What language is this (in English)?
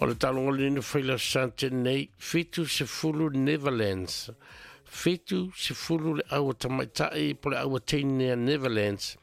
Samoan